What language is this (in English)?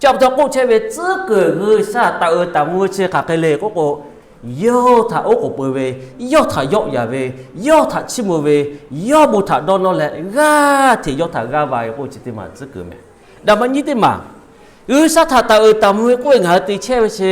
Lahu